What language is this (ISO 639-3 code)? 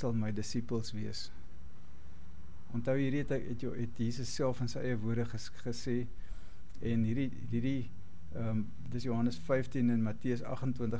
afr